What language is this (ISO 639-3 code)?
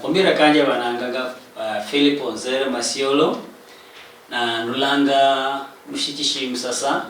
luy